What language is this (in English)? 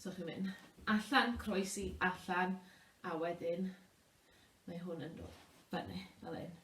Welsh